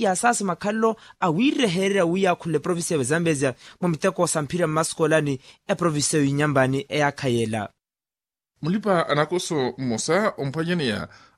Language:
Makhuwa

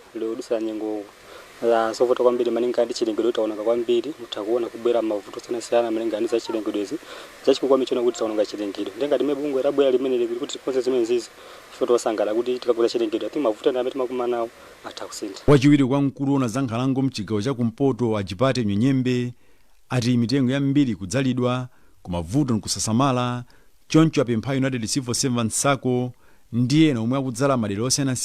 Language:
Nyanja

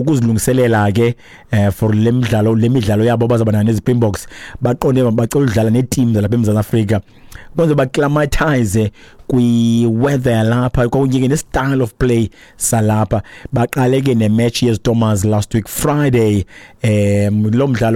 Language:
Xhosa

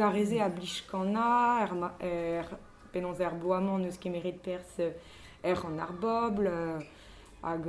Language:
Breton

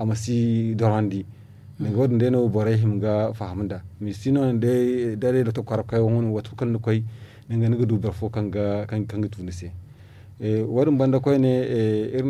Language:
Zarma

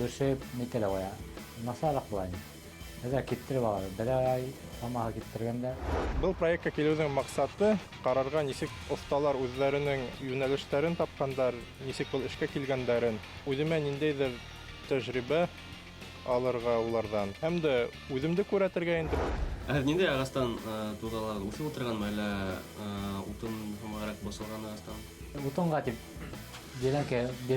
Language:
Bashkir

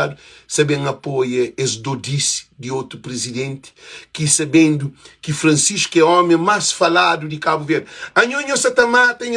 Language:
Kabuverdianu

